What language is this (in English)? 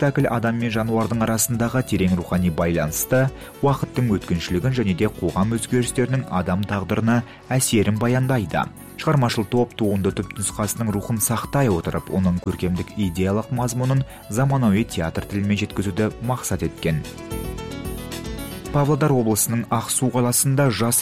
Kazakh